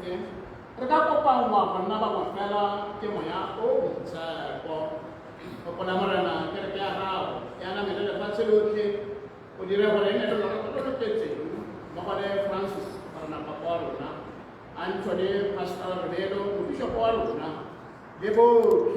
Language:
Tswana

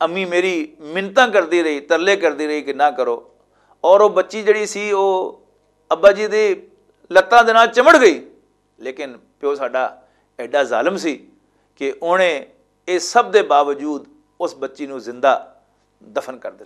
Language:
Western Panjabi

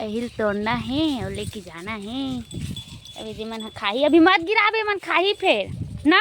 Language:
Chhattisgarhi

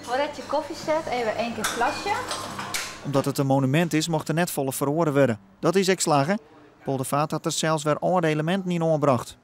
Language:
Western Frisian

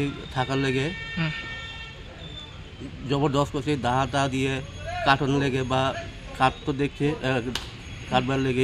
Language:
Bangla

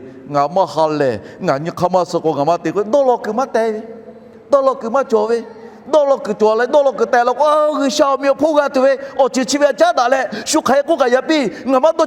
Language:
Lahu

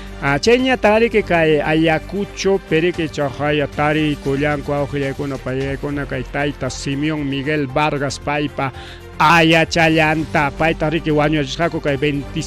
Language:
Ayacucho Quechua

